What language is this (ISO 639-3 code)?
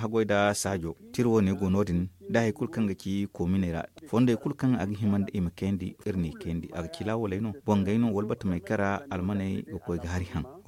dje